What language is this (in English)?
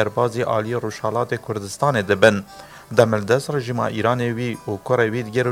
Kurdish